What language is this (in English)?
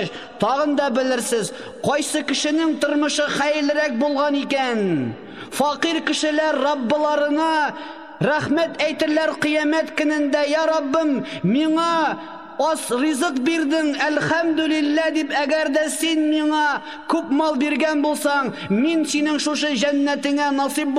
Tatar